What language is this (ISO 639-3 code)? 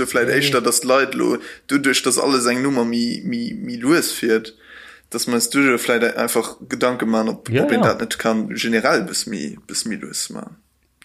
ltz